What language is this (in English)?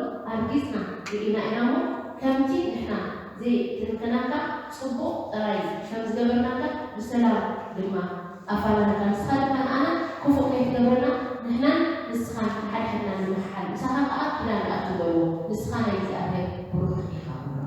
Tigrinya